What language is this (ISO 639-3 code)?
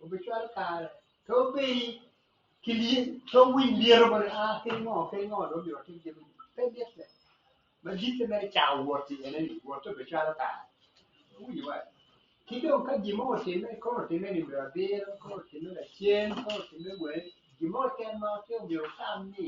ach